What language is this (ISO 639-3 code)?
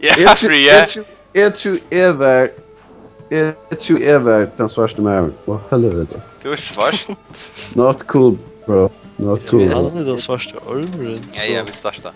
fao